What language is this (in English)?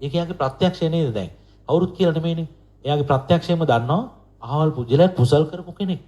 Sinhala